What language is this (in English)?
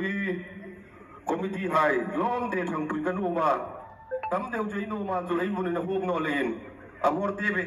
Hmar